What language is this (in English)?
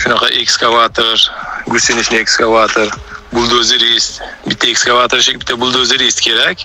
Uzbek